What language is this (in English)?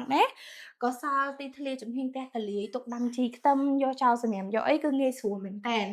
Khmer